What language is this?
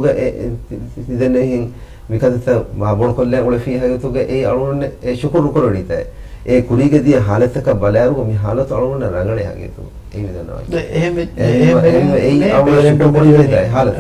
Divehi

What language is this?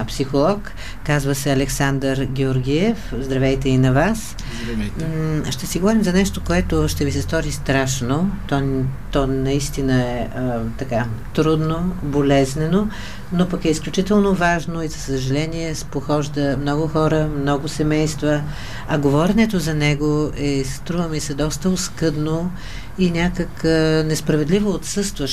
Bulgarian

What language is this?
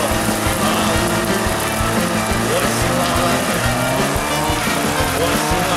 Estonian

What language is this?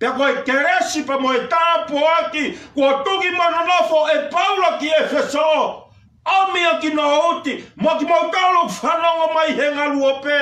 Tongan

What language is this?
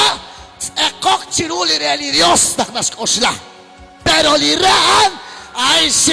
Kekchí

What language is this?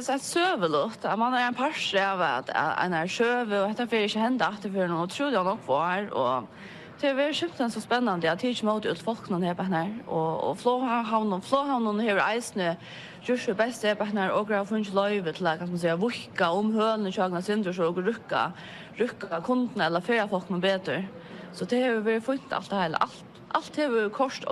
Faroese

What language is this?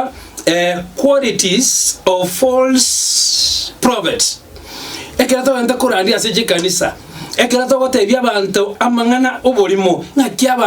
Gusii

